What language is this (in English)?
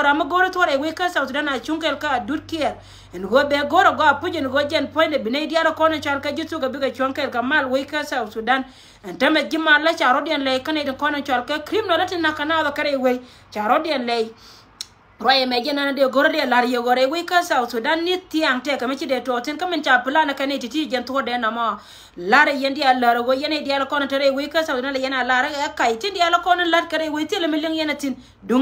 Nuer